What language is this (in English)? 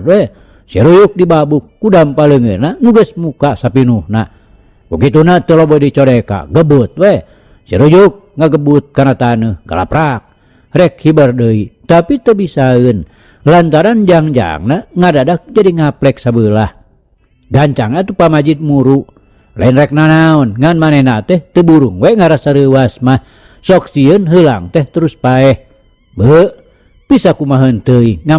Sundanese